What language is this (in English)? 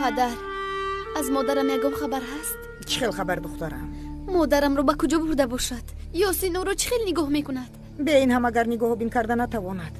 Tajik